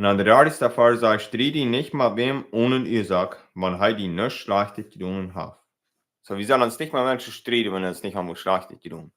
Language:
Plautdietsch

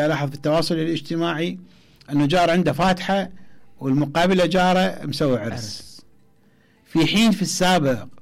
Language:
Mesopotamian Arabic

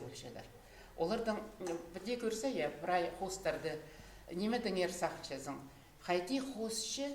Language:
Khakas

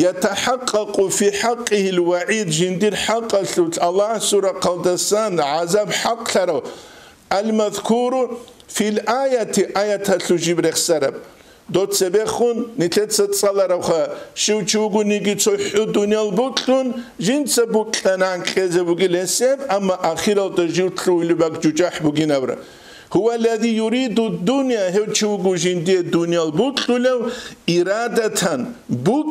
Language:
Avaric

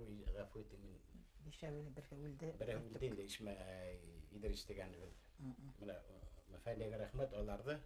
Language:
Bashkir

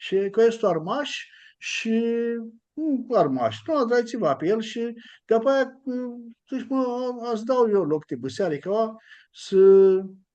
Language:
Aromanian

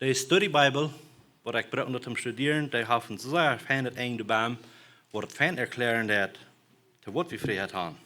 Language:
Plautdietsch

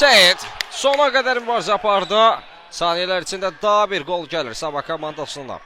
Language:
Azerbaijani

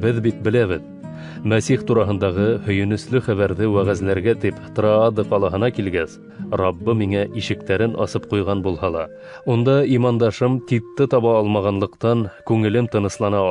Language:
Bashkir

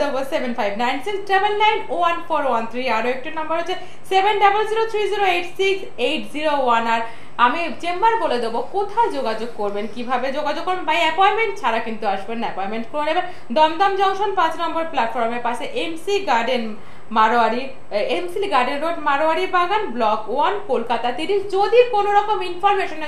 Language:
Bangla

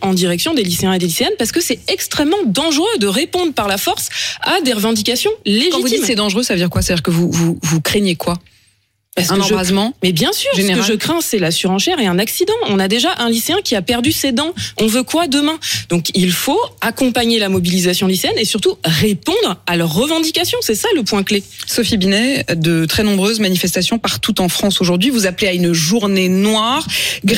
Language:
French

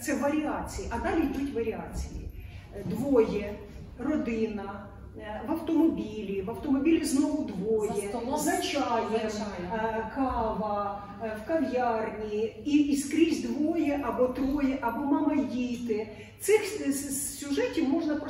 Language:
Ukrainian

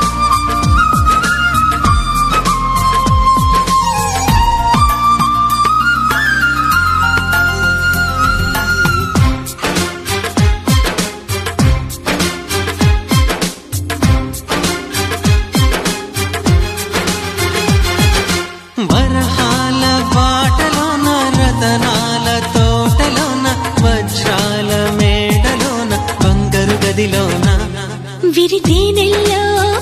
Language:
Telugu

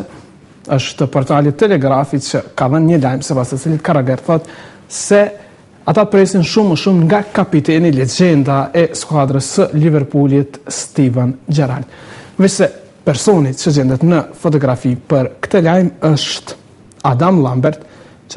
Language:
Albanian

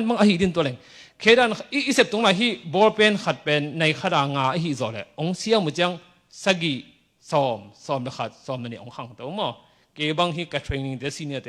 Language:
Tedim Chin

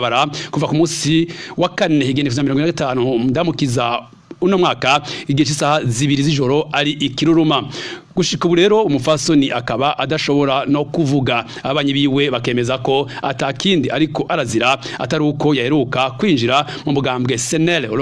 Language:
Rundi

